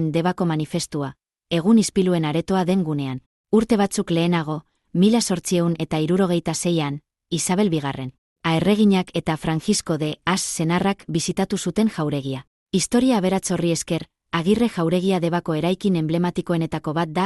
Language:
Basque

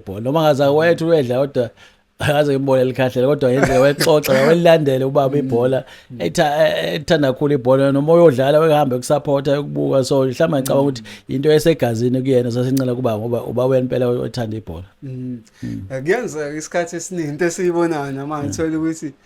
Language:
Zulu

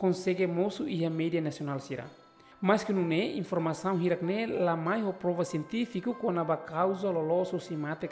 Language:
Tetum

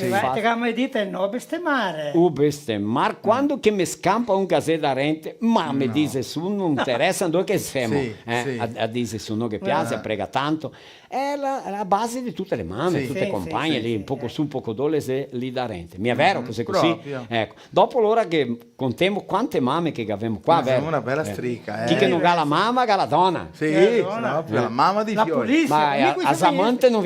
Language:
Venetian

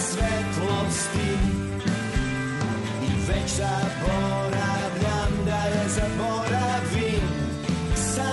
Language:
Serbian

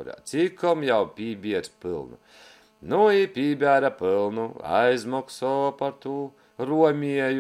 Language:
Latgalian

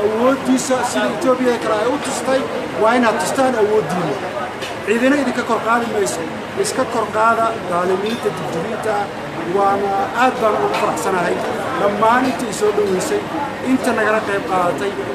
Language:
Somali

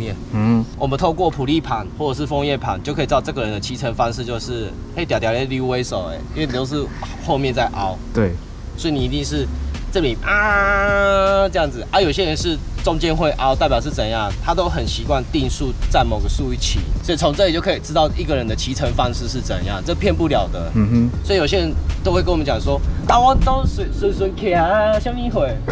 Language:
Chinese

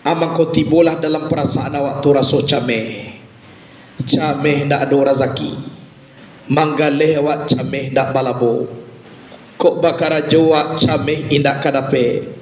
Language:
Minangkabau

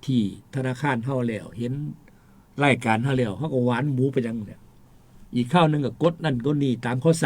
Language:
Northeastern Thai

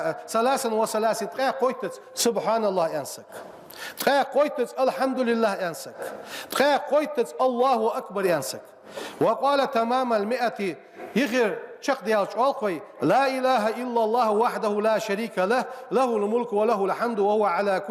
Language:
Ingush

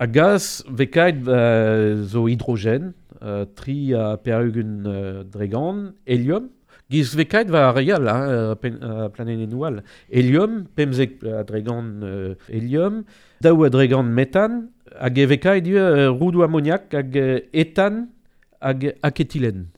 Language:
Breton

